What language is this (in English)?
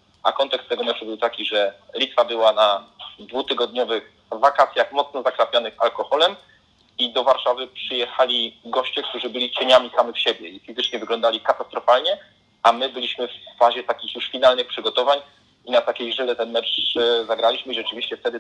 Polish